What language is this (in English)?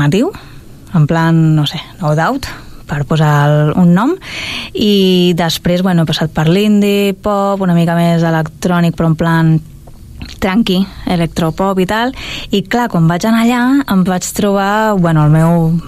Catalan